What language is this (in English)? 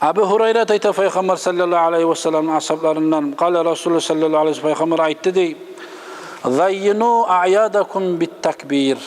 Kumyk